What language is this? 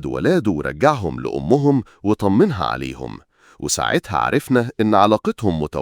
Egyptian Arabic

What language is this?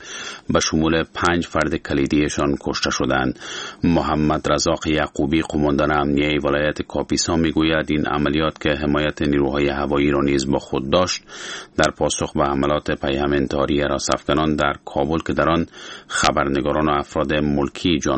Persian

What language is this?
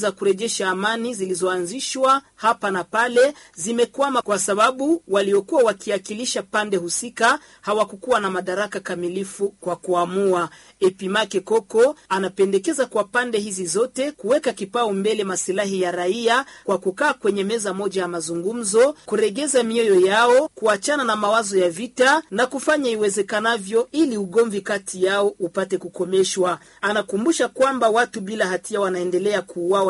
Swahili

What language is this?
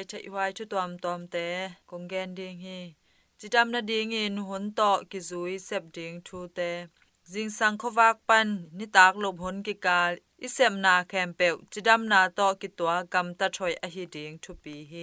Tedim Chin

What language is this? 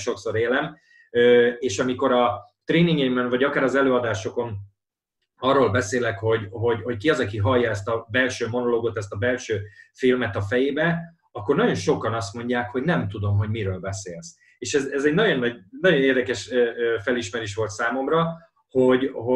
Hungarian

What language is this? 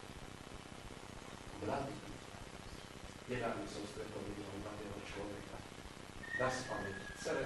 Slovak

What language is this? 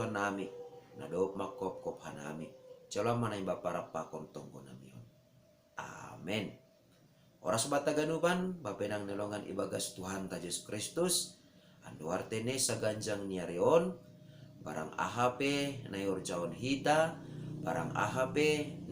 Batak Simalungun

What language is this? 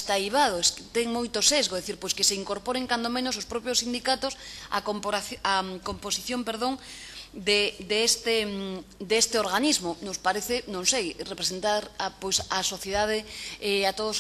Galician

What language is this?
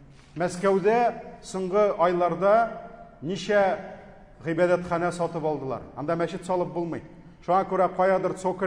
Tatar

